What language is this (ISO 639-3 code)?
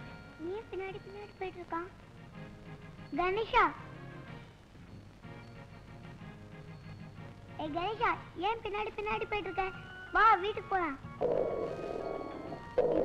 tam